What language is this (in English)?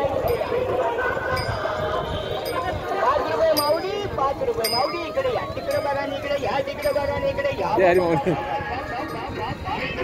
Marathi